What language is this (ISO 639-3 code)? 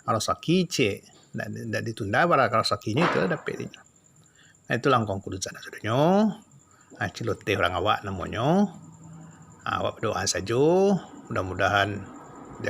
min